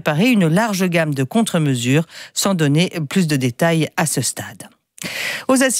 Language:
French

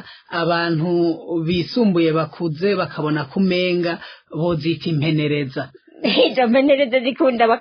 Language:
Rundi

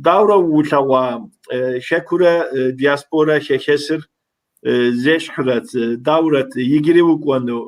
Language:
Kabardian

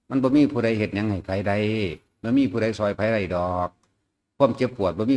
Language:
Lao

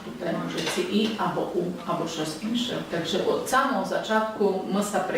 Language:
Rusyn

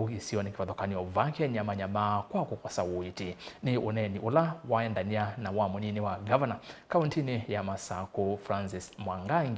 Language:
Kamba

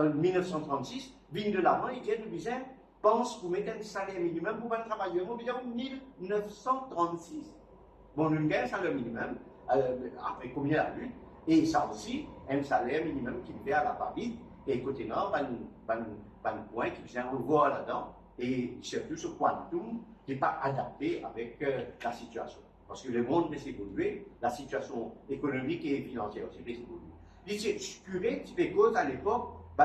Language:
Morisyen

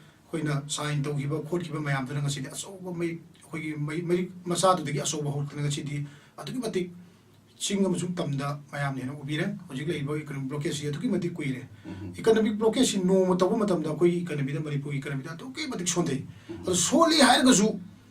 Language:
Manipuri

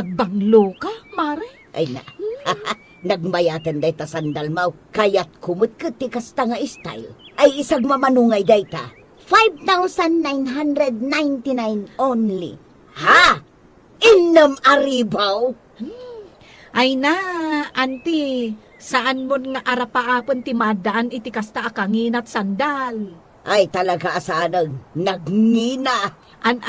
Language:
Iloko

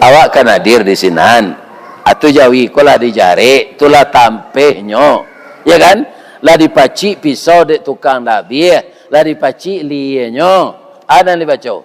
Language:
Minangkabau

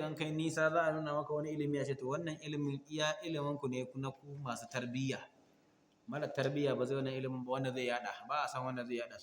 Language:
Hausa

